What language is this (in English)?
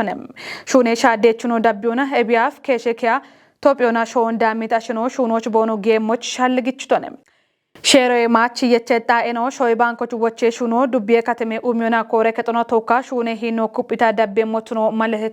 Kafa